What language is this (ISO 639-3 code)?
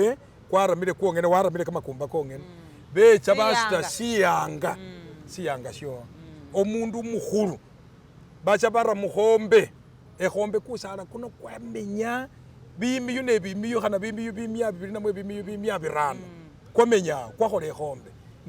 myx